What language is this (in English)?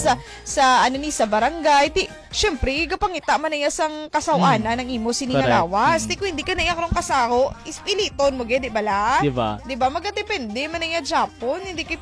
Hiligaynon